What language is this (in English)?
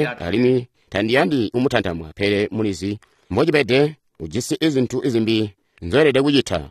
Tonga (Zambia)